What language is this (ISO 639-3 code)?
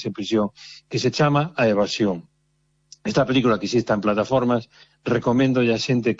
glg